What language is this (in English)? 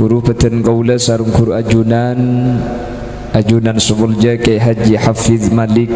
Madurese